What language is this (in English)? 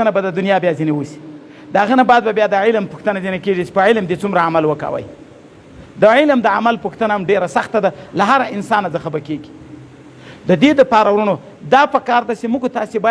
Pashto